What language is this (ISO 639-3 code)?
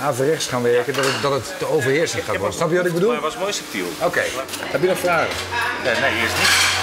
fry